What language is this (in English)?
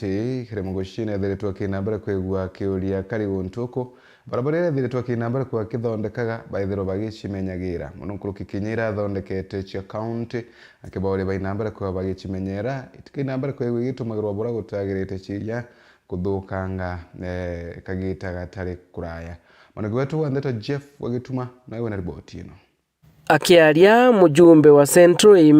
Meru